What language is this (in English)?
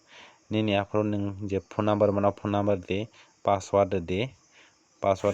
Kok Borok